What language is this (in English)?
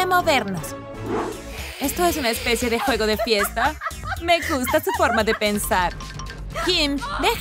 Spanish